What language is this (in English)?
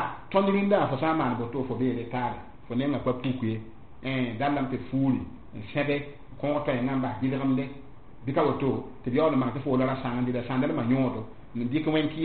Mossi